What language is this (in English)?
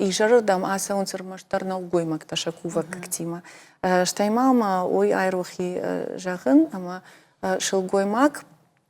Ossetic